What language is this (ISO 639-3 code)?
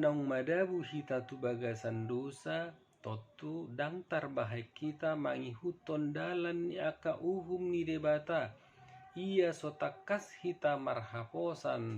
bbc